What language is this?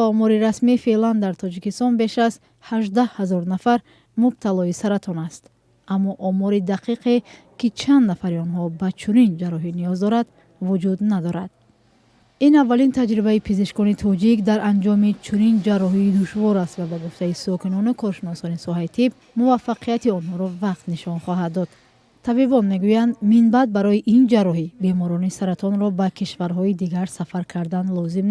Tajik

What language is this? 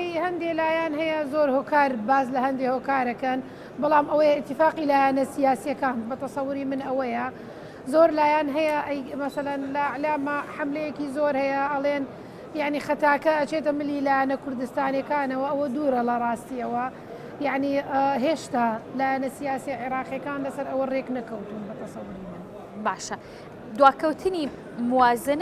Central Kurdish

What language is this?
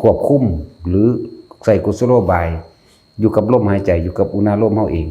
Northeastern Thai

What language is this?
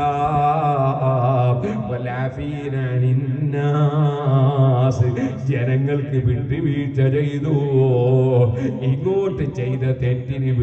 Malayalam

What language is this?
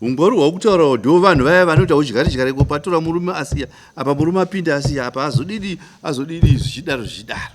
Shona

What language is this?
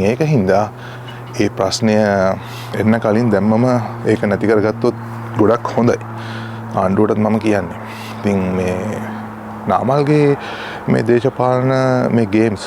Sinhala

